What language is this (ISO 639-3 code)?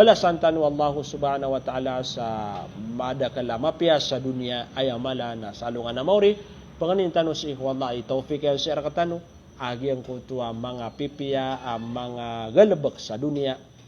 mrw